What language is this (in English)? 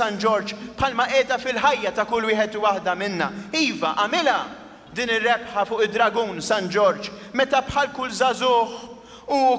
Maltese